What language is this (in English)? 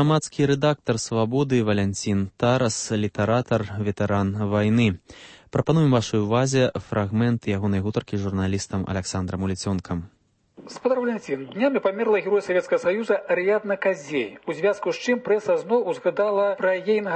Belarusian